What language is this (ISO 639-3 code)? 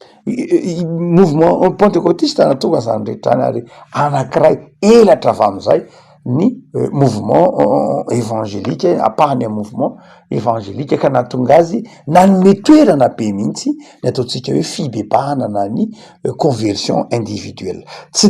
mlg